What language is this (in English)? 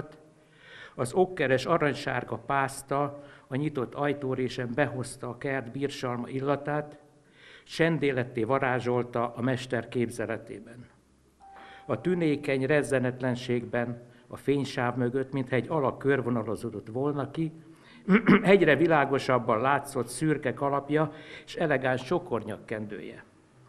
Hungarian